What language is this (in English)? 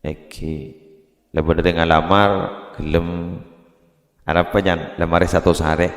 Madurese